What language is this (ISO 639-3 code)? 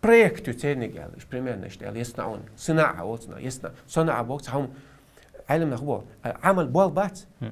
che